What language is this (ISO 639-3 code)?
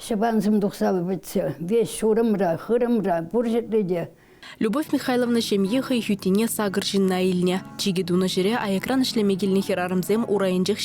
chv